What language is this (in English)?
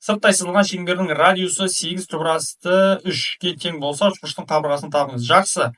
Kazakh